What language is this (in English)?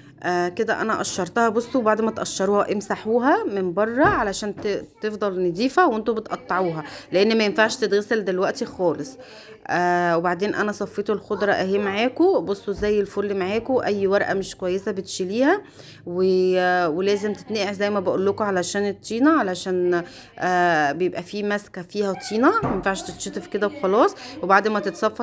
Egyptian Arabic